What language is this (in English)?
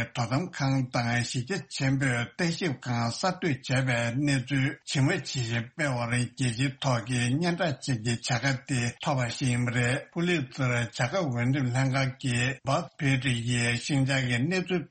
Tibetan